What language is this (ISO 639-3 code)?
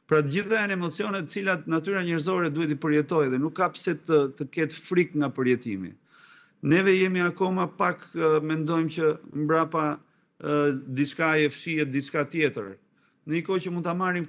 sqi